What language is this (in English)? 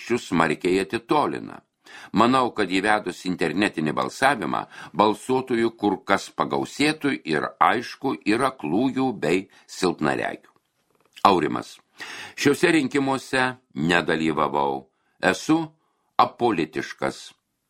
Lithuanian